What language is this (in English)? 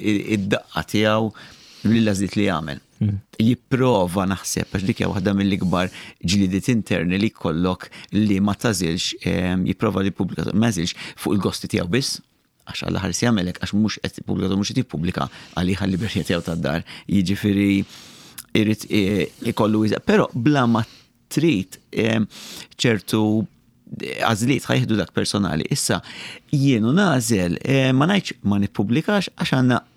Maltese